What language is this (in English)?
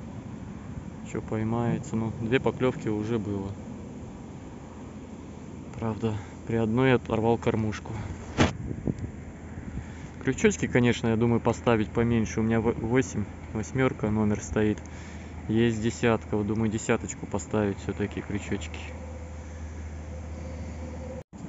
Russian